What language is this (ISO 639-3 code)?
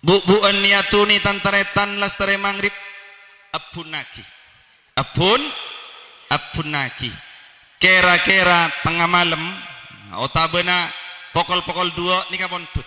mad